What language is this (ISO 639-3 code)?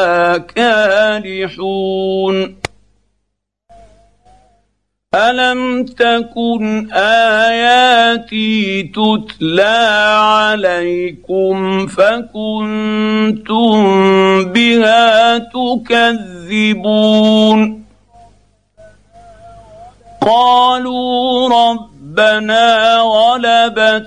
ara